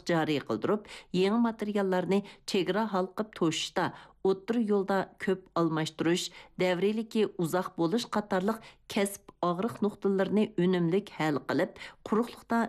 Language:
Uyghur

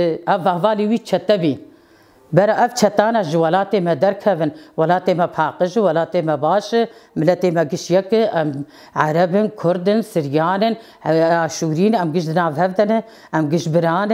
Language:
Kurdish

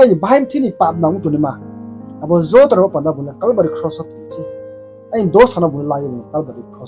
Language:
Riang (India)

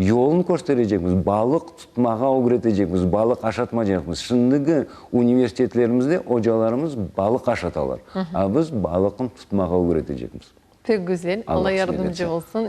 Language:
Crimean Tatar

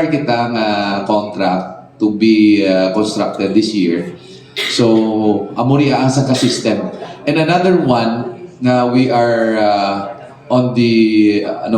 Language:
Hiligaynon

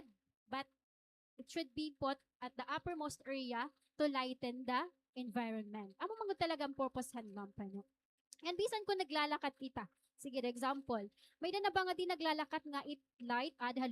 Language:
Waray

